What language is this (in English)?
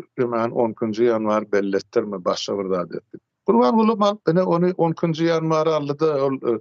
Turkmen